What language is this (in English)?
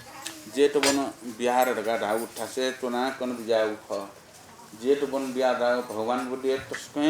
Newari